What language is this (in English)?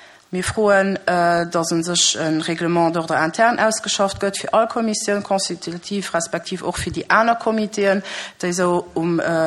Luxembourgish